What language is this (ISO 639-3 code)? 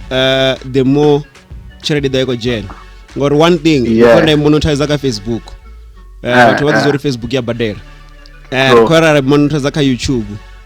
ven